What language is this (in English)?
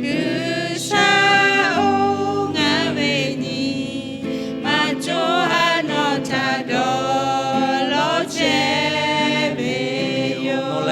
Lahu